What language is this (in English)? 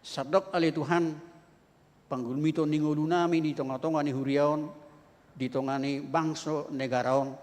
Batak Toba